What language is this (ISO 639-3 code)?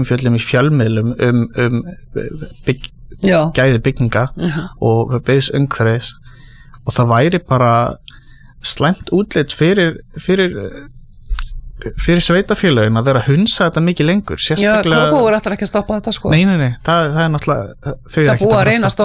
isl